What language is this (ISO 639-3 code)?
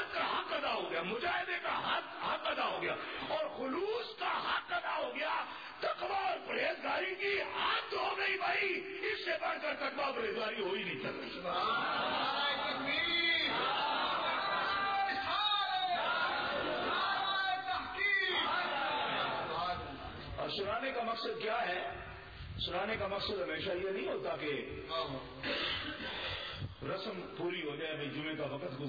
urd